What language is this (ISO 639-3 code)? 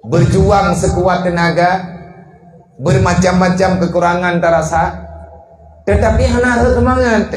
ace